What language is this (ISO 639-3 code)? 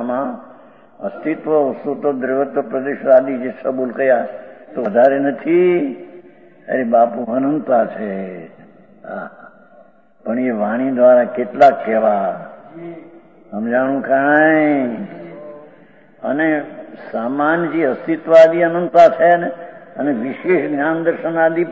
guj